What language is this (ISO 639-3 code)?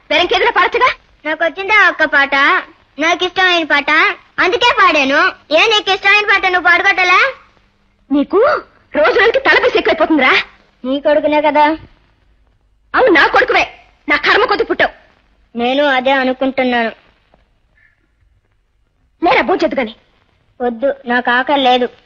tel